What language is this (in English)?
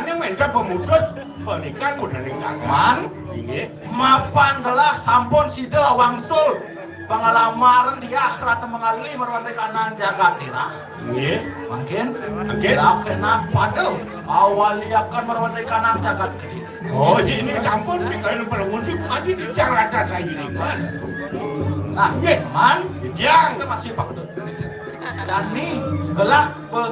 Balinese